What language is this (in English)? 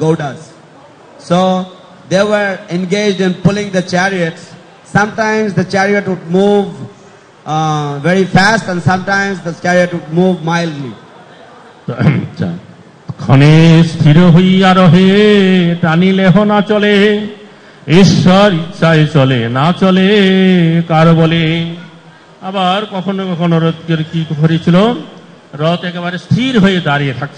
Bangla